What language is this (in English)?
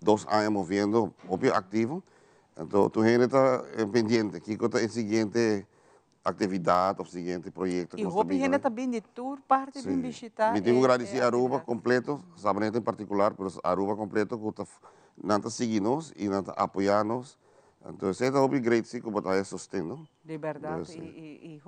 Papiamento